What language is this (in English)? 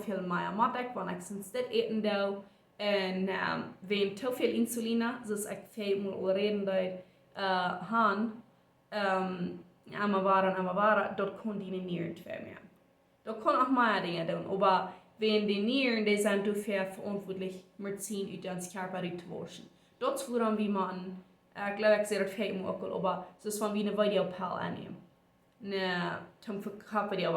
Plautdietsch